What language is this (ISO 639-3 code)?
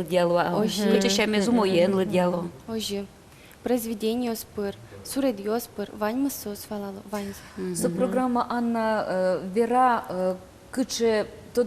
udm